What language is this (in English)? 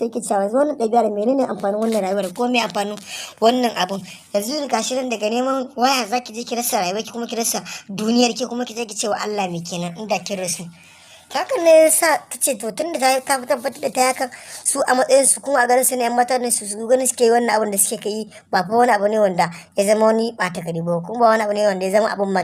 Hausa